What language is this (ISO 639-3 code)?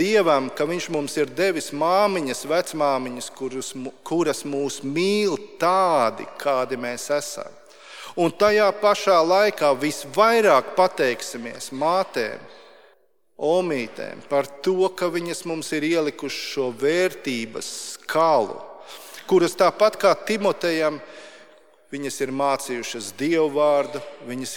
lav